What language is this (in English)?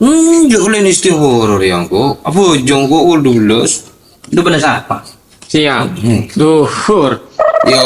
Madurese